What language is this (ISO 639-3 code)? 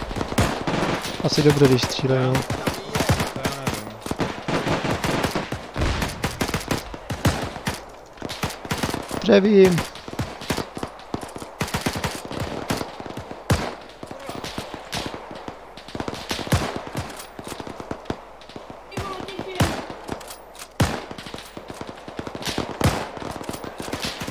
ces